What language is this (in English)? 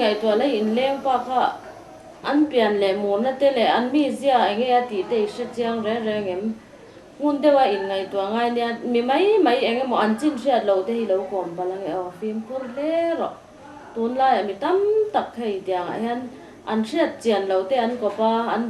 Mizo